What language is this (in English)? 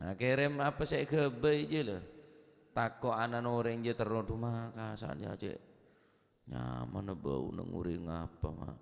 Madurese